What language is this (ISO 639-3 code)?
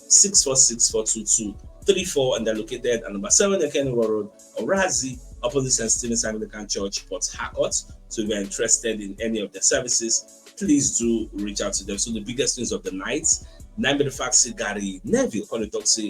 pcm